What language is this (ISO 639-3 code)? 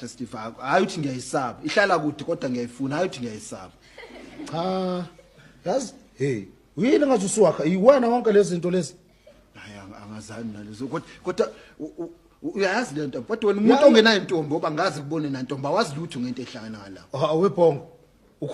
zul